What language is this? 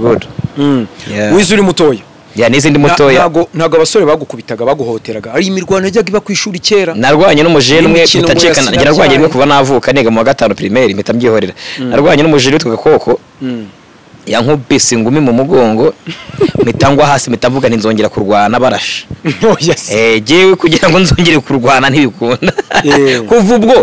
Kinyarwanda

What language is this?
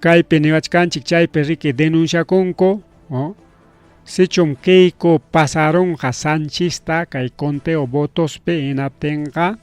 Ayacucho Quechua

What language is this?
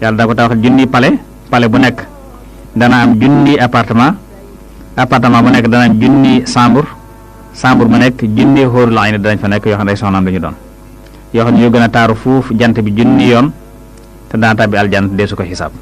Wolof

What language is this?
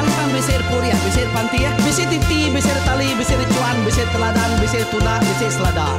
Iban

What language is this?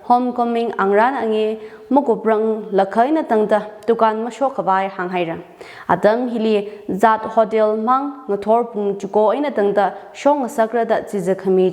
Tangkhul Naga (India)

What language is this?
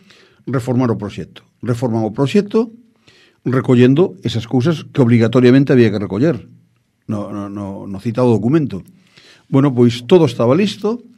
Galician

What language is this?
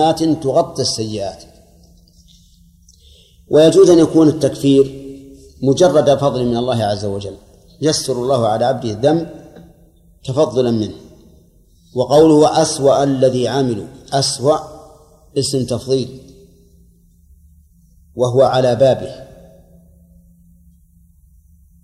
Arabic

